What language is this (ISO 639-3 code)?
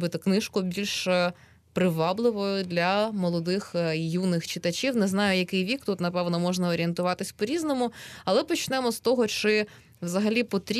ukr